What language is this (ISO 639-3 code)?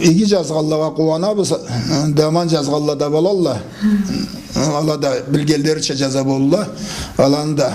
krc